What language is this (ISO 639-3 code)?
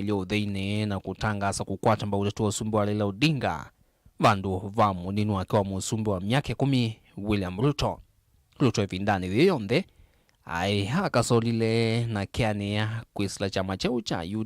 kam